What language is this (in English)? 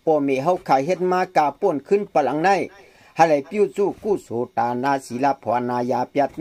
Shan